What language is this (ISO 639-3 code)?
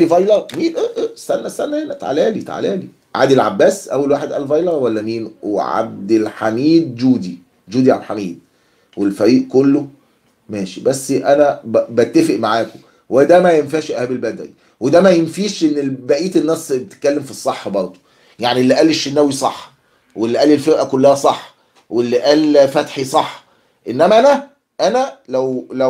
arz